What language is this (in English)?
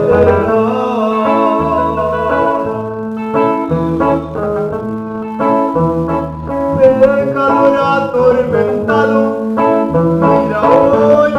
Spanish